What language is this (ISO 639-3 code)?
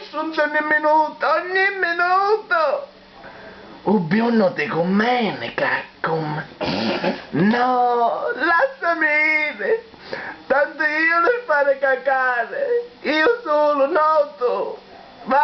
scn